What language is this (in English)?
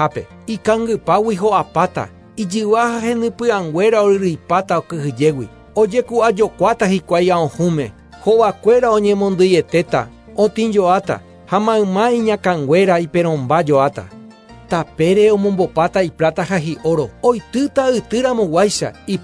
Guarani